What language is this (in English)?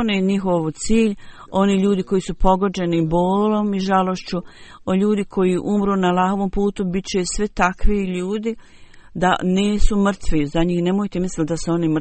Bosnian